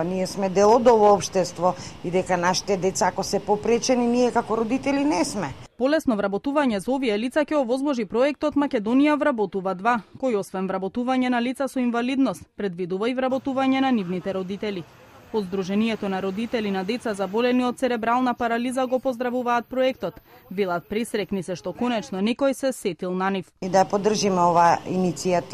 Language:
Macedonian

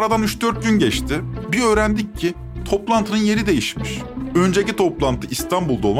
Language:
Turkish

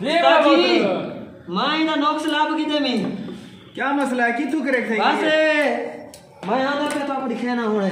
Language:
Saraiki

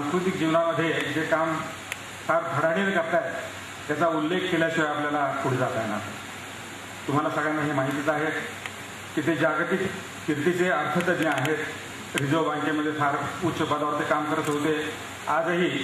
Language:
Marathi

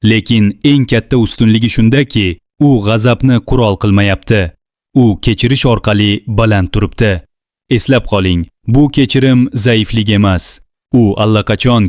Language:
Uzbek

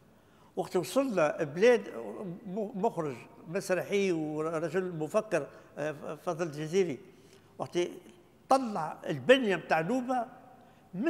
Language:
Tunisian Arabic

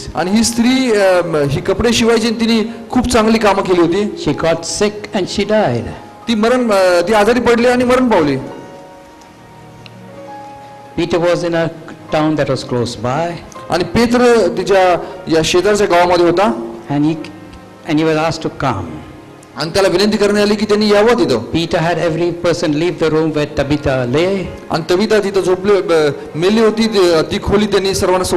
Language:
Marathi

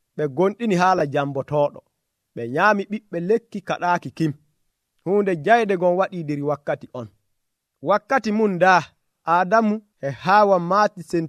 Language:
Nigerian Fulfulde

